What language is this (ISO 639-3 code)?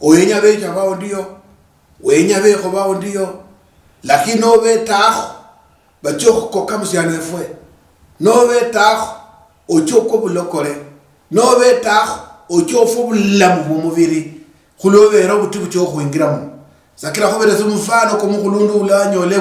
luy